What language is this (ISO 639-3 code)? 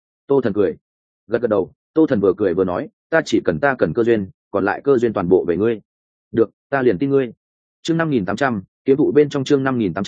vie